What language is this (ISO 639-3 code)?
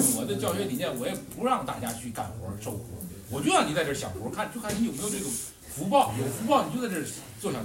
zho